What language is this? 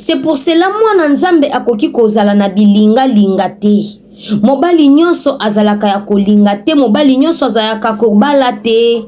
Lingala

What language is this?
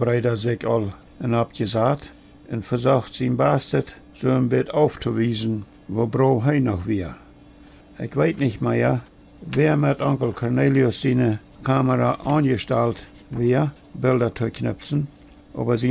Plautdietsch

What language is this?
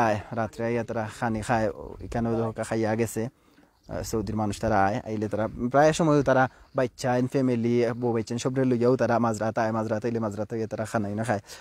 Sylheti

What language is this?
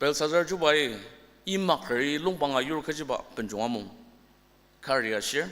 Ao Naga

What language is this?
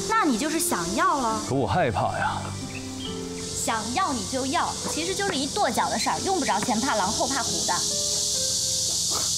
Chinese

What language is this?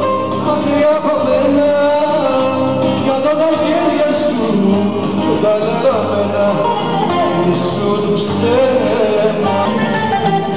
Greek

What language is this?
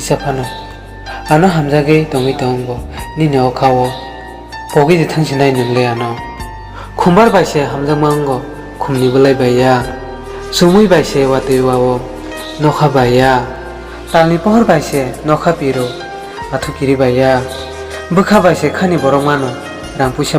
Kok Borok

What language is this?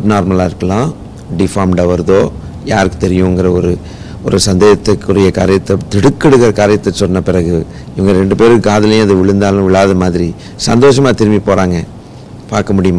Tamil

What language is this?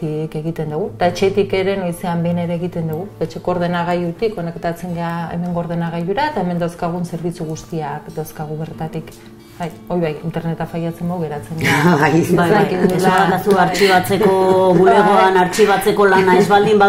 Basque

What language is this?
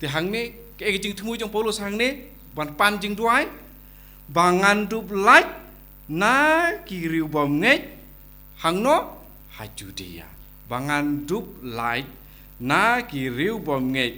Khasi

